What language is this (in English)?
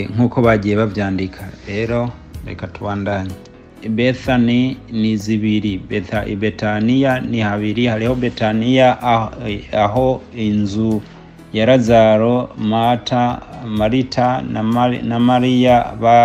Rundi